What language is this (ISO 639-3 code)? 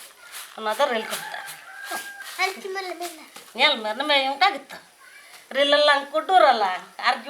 sat